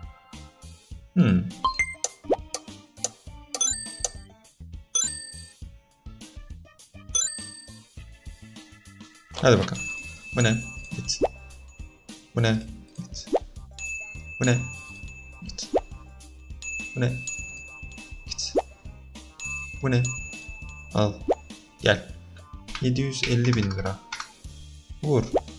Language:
Turkish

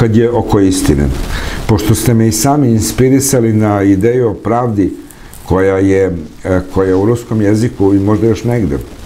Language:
Serbian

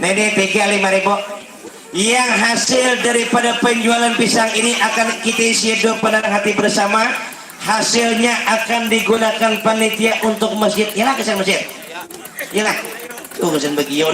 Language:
Banjar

